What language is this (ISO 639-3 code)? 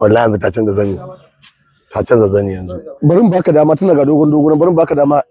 hau